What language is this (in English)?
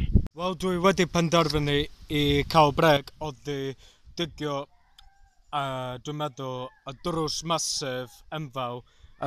Welsh